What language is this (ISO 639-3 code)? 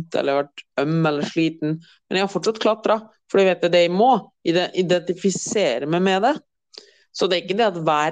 nor